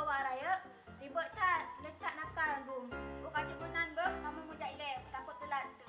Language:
Achinese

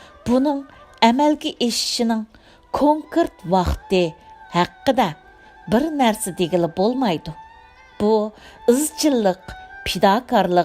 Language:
Uyghur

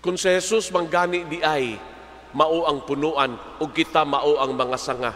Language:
Cebuano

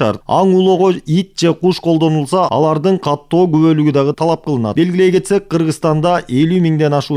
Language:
Kyrgyz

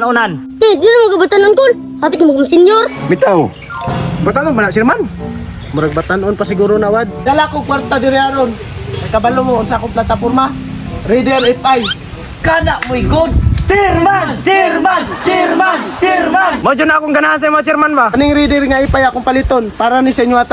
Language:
Cebuano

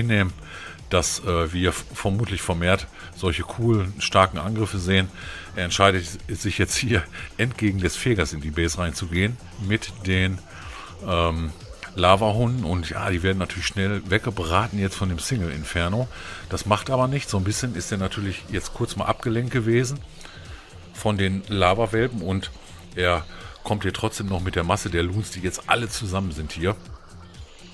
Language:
German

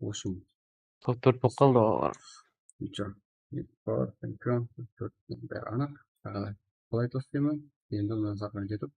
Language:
Kara-Kalpak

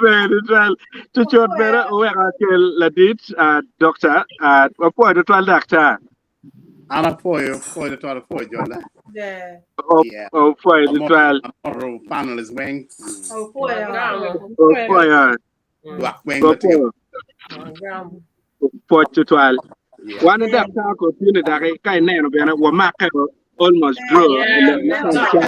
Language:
Acoli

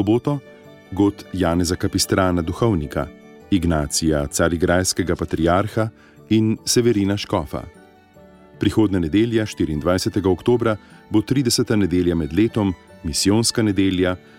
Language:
Slovenian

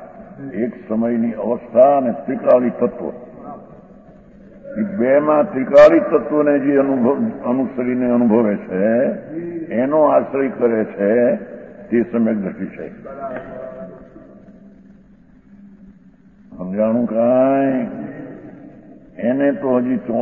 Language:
Gujarati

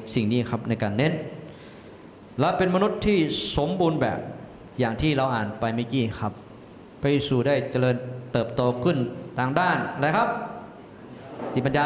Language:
Thai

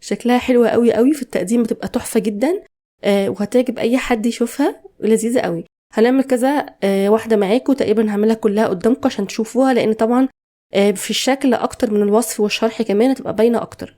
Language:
Egyptian Arabic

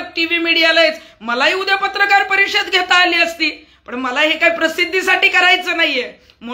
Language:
Marathi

